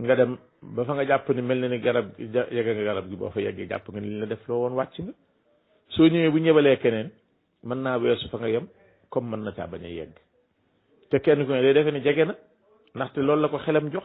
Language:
Wolof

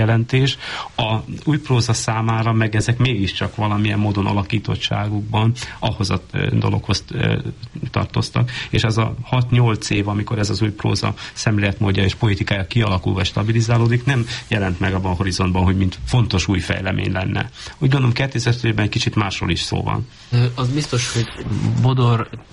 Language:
Hungarian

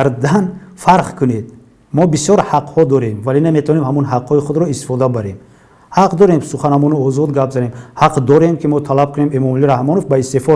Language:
Tajik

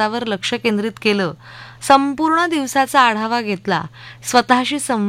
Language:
Marathi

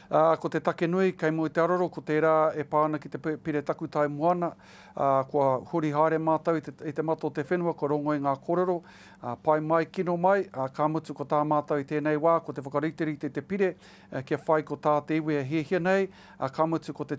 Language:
Māori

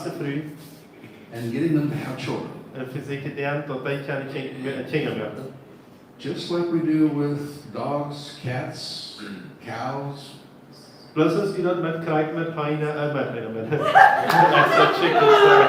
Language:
Plautdietsch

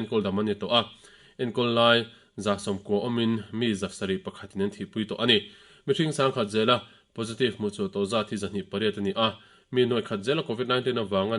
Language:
Mizo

